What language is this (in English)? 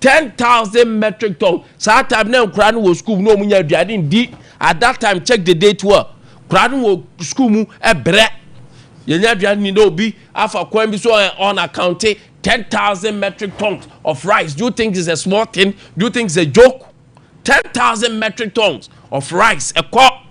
Akan